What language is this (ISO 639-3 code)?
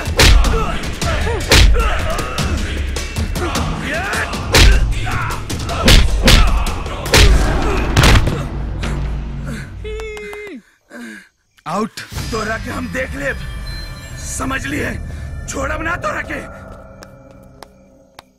bho